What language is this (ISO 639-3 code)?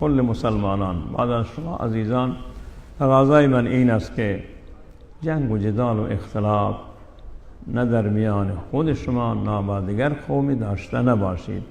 fas